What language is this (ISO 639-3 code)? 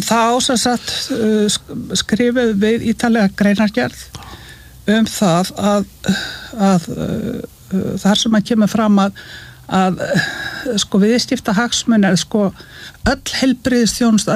isl